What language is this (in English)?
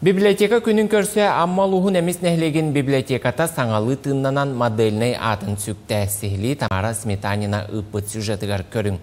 Yakut